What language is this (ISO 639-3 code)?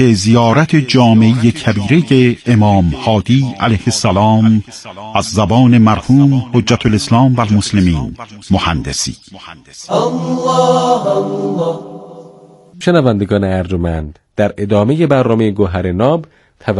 fas